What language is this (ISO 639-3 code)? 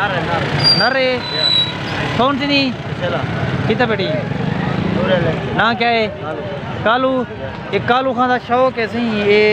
skr